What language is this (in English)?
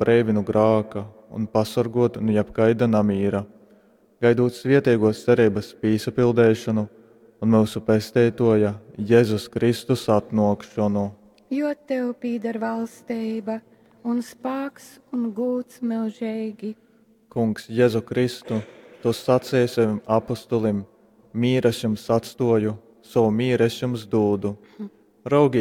Latgalian